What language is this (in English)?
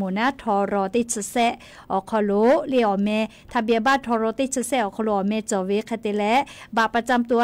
Lahu